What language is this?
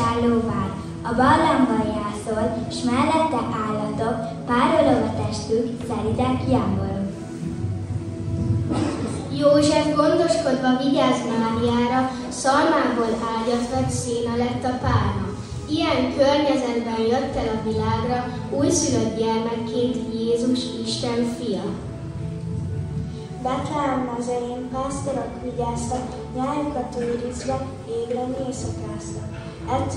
Hungarian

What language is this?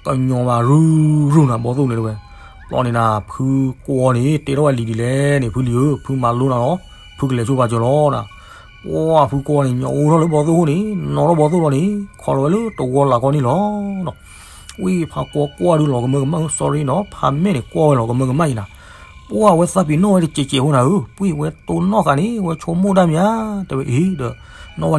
S'gaw Karen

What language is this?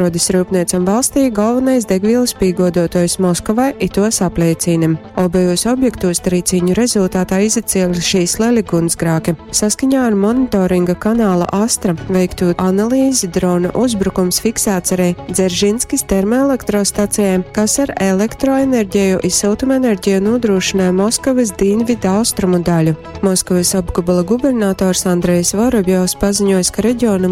Latgalian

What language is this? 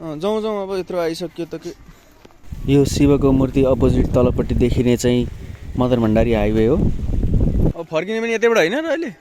Nepali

